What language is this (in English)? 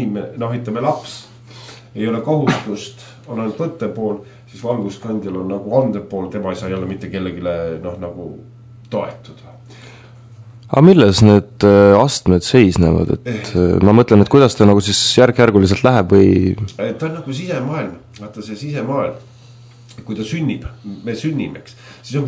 Estonian